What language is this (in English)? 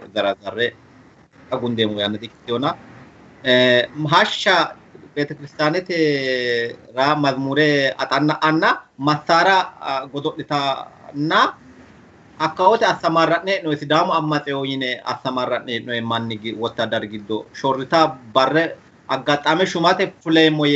Sidamo